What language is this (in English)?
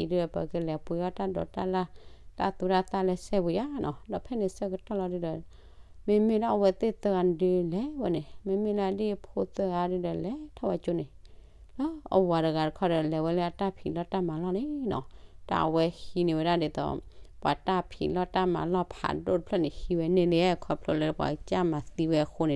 S'gaw Karen